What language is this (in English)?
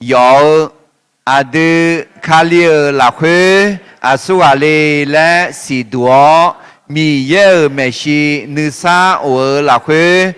Akha